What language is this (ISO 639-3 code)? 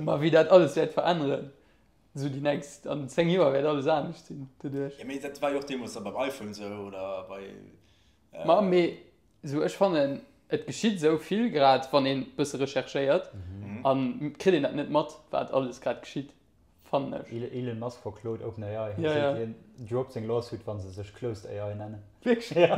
ltz